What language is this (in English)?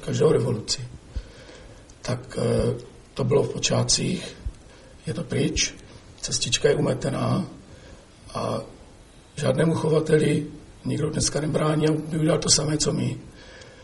Czech